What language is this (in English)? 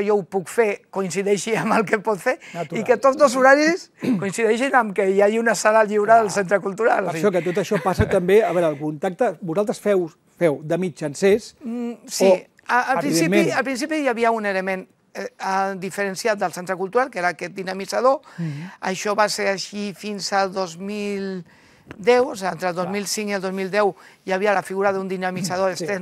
Catalan